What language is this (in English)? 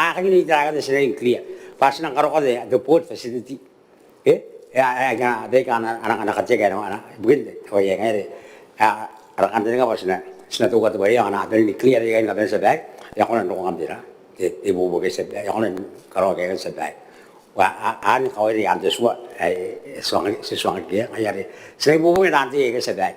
Gilbertese